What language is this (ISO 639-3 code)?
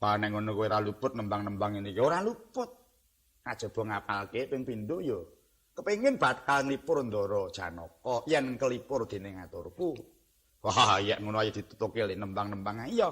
jav